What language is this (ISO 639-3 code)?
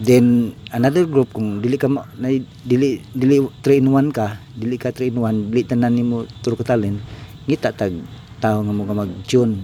ceb